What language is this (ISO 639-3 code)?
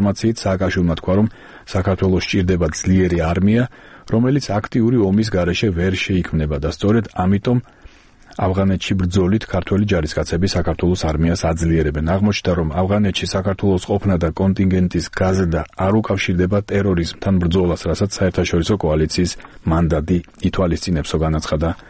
kat